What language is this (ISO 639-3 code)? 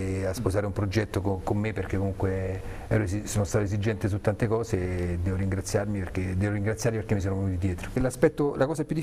ita